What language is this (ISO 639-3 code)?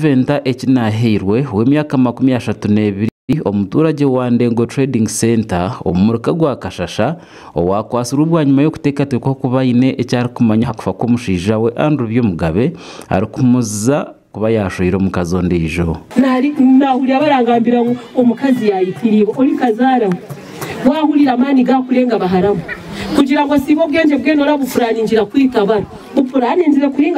nyn